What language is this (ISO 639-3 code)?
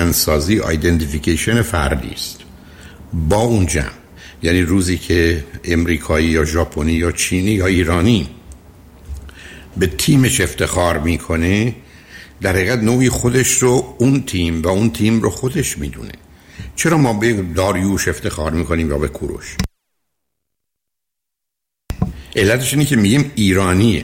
fas